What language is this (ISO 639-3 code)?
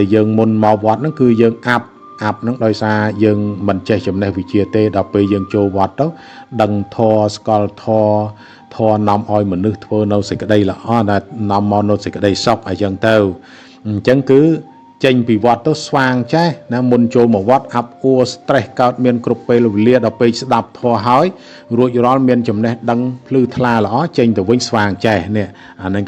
khm